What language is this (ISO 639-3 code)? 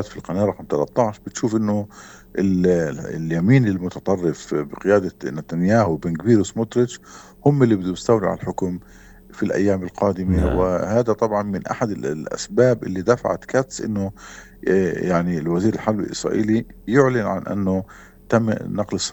apc